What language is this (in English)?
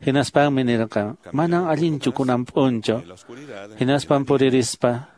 Quechua